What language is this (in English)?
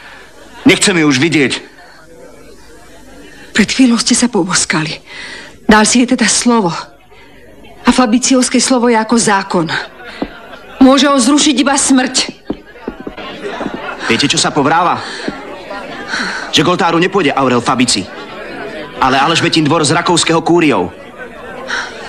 Slovak